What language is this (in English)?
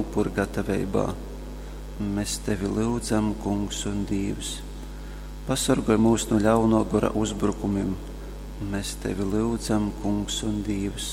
Latgalian